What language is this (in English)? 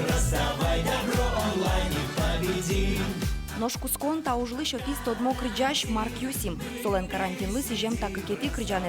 Udmurt